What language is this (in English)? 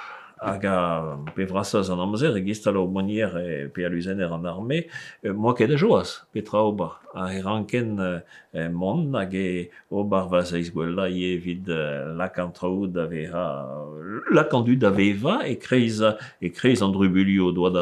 Breton